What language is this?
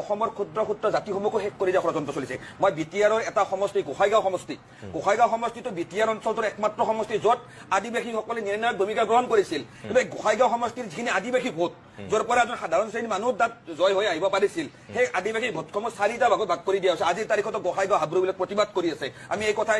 Assamese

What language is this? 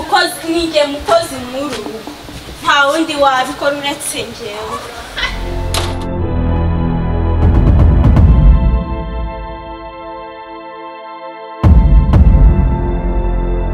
Kinyarwanda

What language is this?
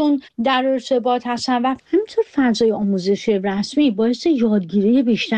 Persian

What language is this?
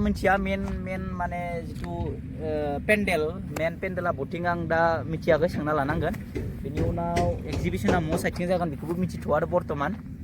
Bodo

